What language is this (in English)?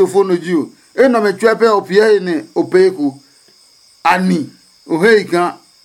Adangme